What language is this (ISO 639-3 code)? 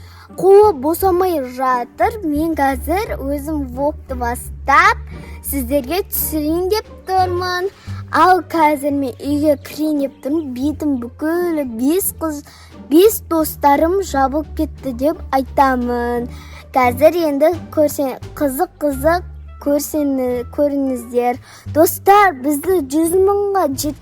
kaz